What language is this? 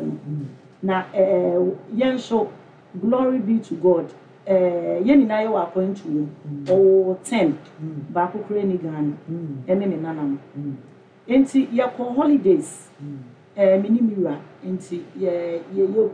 Akan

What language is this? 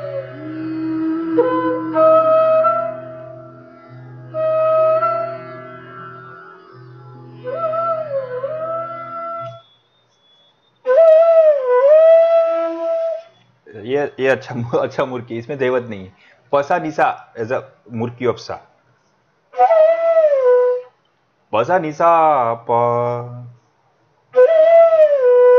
Hindi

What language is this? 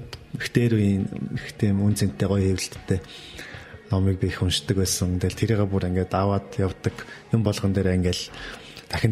Mongolian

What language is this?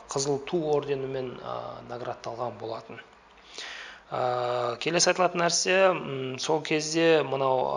Kazakh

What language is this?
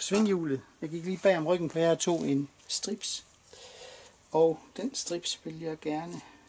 Danish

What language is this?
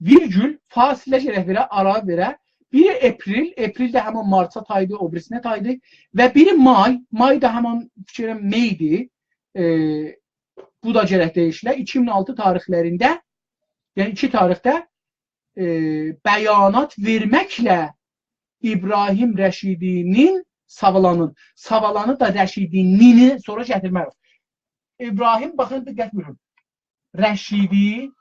South Azerbaijani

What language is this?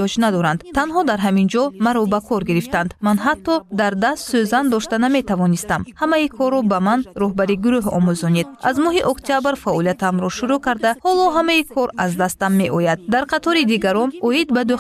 Tajik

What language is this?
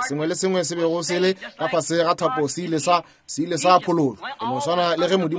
Northern Sotho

